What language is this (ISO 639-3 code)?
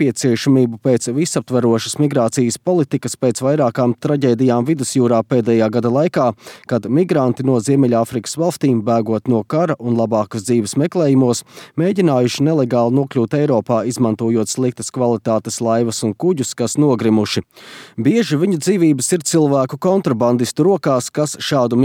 lav